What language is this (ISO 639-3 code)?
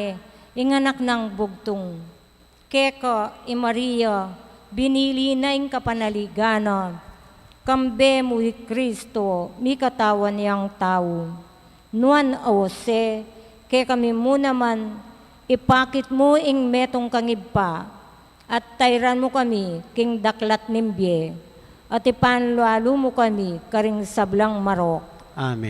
pam